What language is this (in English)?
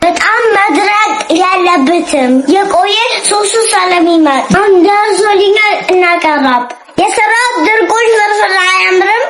Amharic